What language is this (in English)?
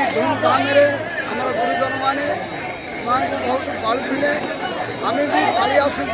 Odia